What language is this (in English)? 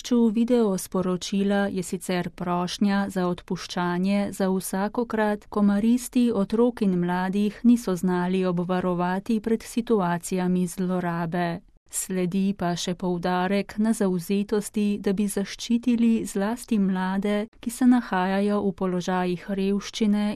Slovenian